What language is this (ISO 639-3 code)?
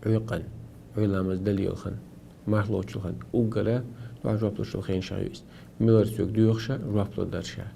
che